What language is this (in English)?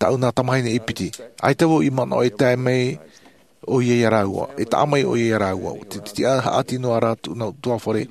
Tahitian